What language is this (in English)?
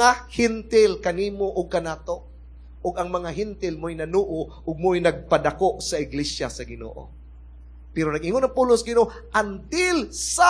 Cebuano